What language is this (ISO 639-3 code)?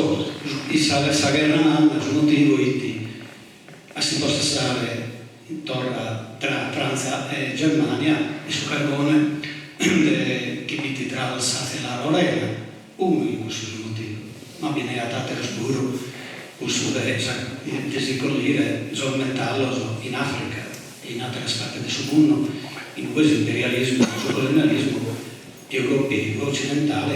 srd